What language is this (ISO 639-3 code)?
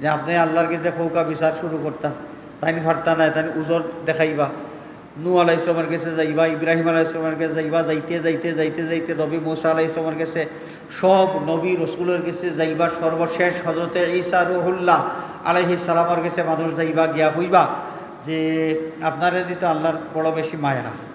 syl